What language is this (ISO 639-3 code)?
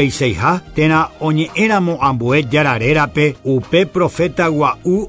grn